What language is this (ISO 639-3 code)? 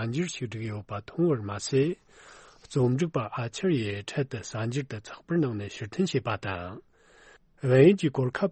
bod